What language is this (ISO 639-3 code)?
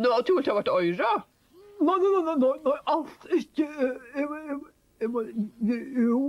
fao